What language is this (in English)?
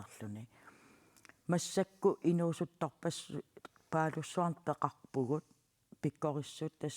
Kalaallisut